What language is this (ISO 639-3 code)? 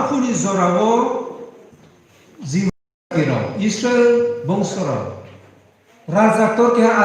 ria